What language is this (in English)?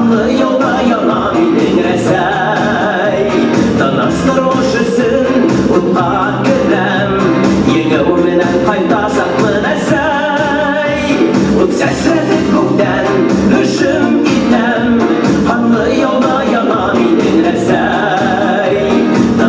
Bashkir